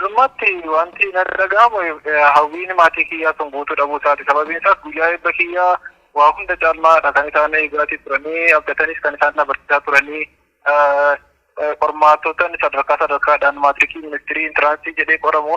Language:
Oromo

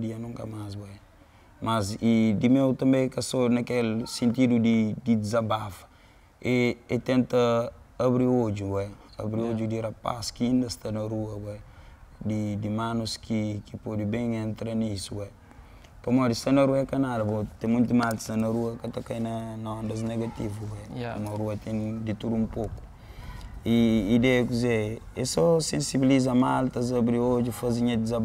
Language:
Kabuverdianu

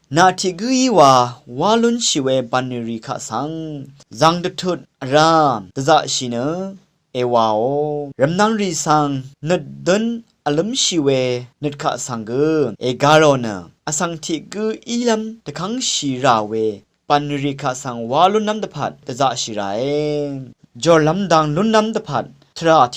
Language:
Rawang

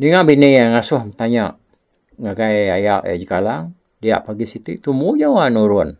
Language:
Iban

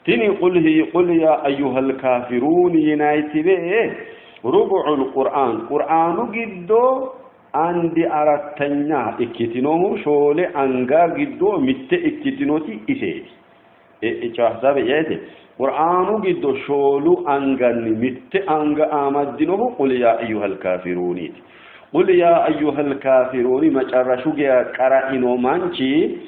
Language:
Sidamo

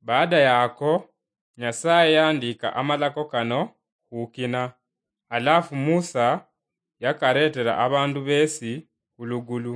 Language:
Luyia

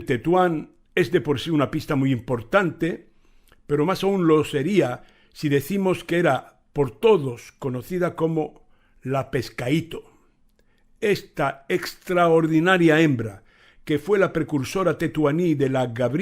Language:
Ladino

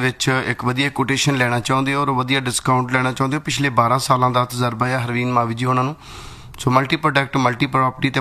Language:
Punjabi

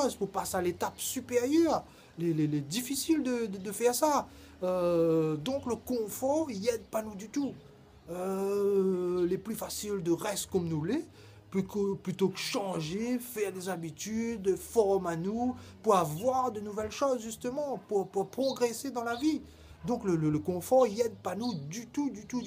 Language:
Réunion Creole French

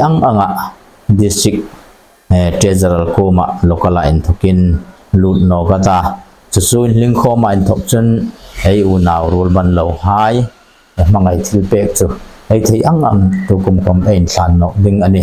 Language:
Hmar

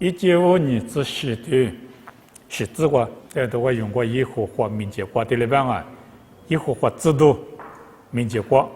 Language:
Lisu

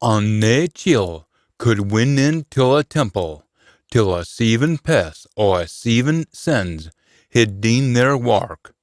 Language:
Scots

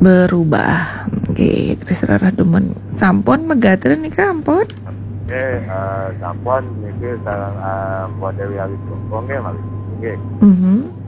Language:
Balinese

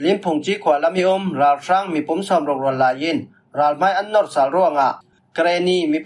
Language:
Falam Chin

